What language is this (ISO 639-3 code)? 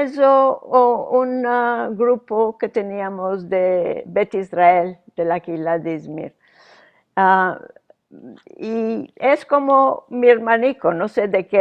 lad